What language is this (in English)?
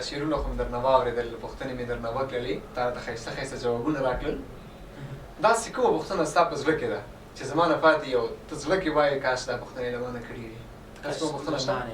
Pashto